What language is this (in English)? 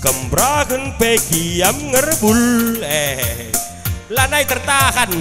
Batak Karo